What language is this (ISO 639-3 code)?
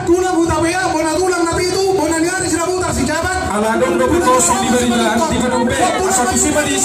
bbc